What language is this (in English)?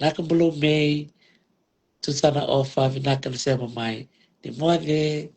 Fijian